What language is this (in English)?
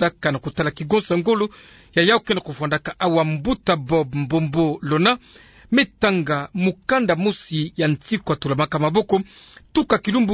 Kituba (Democratic Republic of Congo)